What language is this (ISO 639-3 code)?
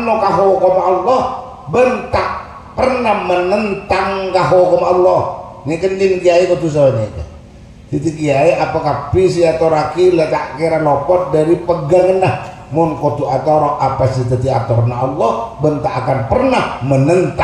mad